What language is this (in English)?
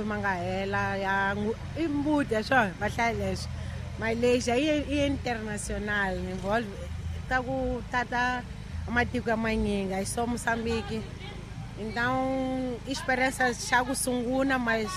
Tsonga